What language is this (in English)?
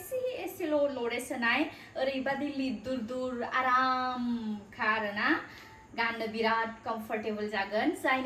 Bodo